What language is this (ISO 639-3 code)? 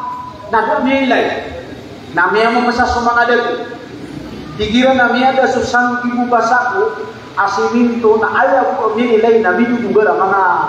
mrw